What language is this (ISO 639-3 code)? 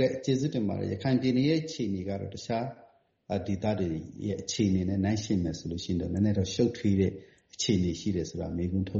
mya